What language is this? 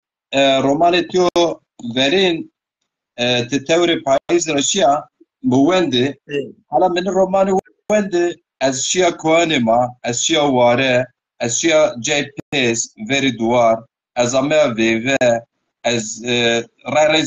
Zaza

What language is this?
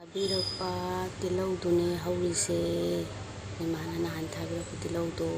Manipuri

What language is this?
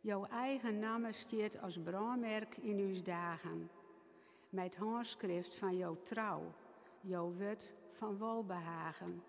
Western Frisian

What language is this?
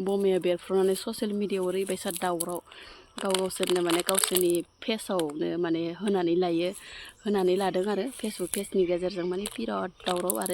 Bodo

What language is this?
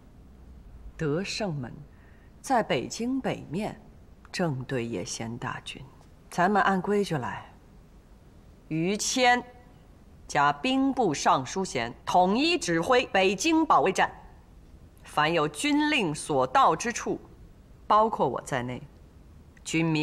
Chinese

